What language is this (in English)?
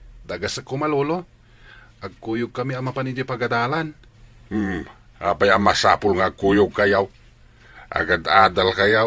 Iloko